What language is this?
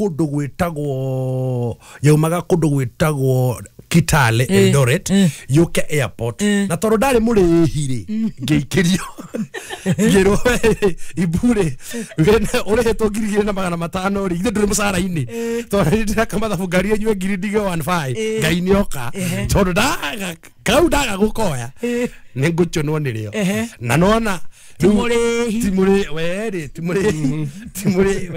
Kikuyu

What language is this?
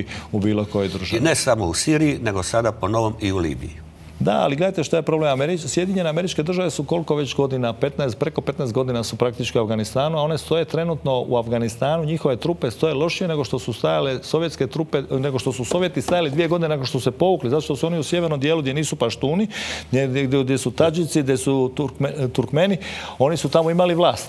Croatian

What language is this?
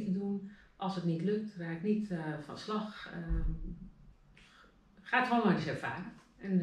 Dutch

